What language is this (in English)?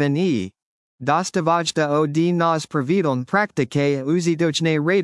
Slovak